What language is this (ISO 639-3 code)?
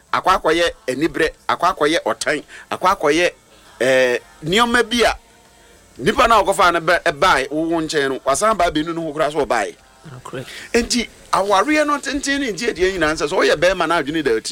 aka